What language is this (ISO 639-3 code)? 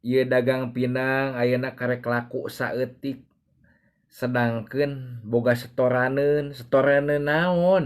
sun